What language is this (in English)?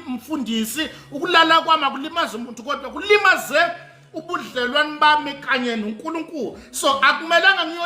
Zulu